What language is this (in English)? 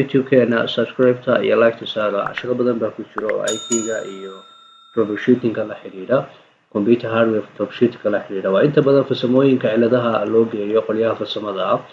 Somali